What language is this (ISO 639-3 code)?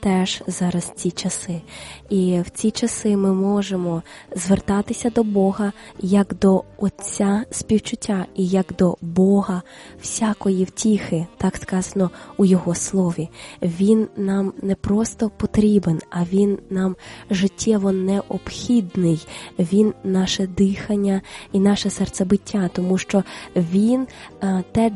ukr